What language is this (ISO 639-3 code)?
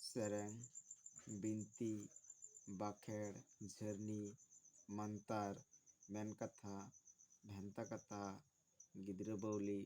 sat